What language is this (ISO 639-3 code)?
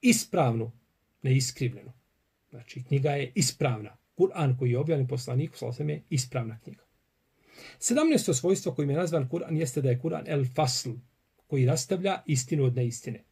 bos